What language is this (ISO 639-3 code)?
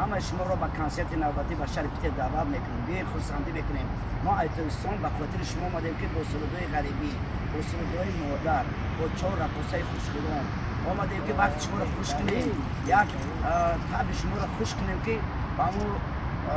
tgk